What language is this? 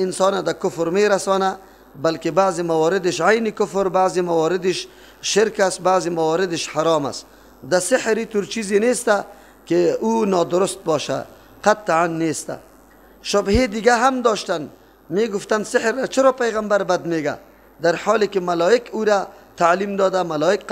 Persian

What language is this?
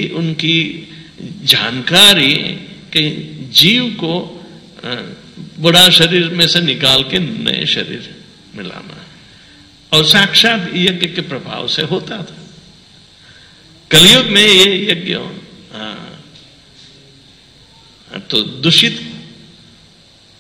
Hindi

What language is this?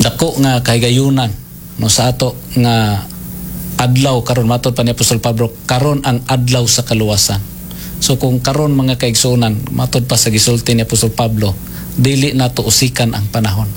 Cebuano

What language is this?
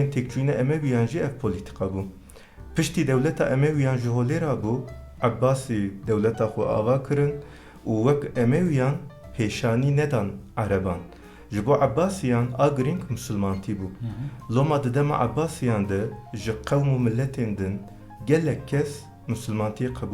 Kurdish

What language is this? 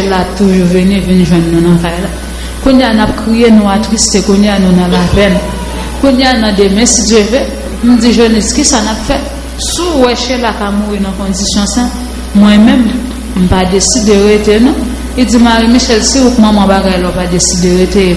Haitian Creole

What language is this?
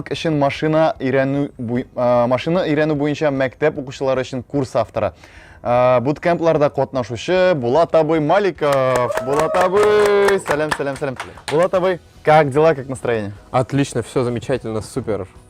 Tatar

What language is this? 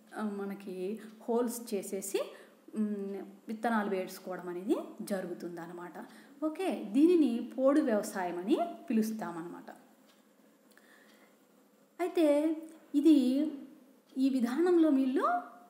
Telugu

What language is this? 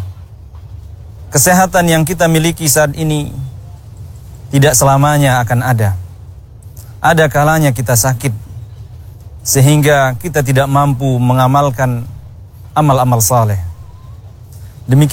Indonesian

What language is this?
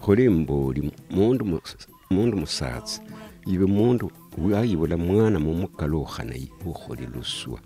Luyia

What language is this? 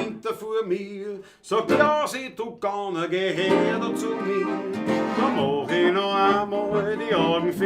Bavarian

